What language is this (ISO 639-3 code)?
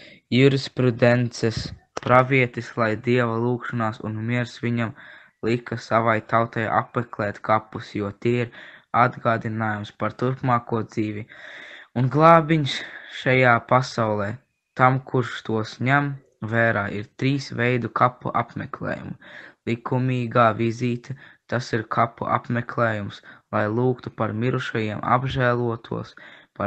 lav